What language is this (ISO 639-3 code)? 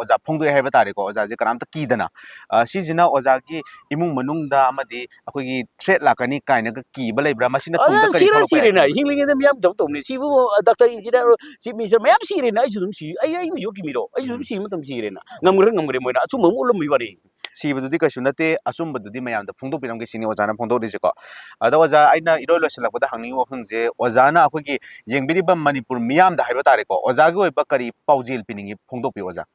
mni